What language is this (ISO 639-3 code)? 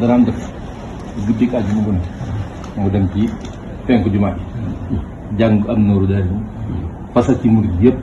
wol